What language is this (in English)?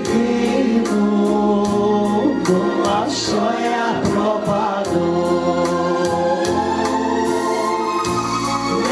Ukrainian